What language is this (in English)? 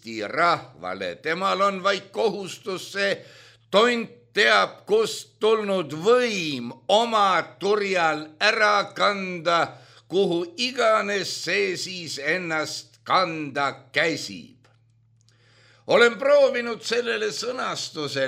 Estonian